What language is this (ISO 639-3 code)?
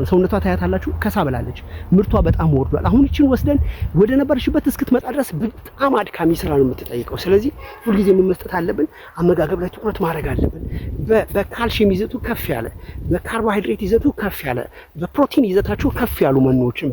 amh